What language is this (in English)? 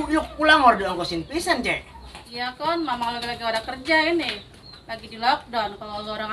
Betawi